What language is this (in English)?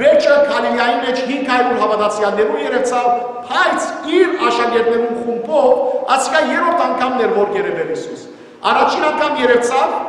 Western Armenian